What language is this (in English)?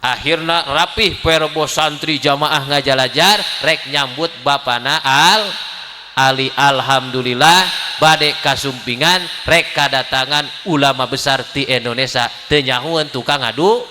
Sundanese